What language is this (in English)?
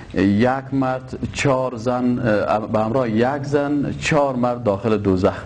Persian